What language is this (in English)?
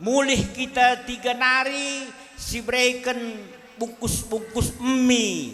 Batak Karo